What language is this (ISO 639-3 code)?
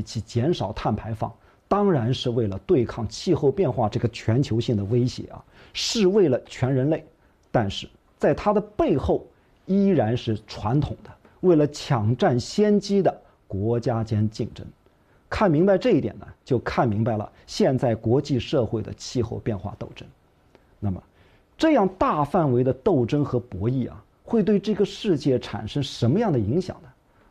zho